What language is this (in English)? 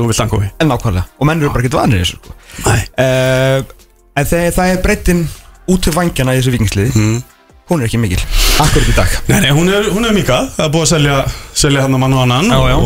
Icelandic